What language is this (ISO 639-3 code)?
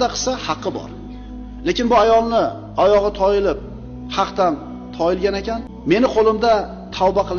uzb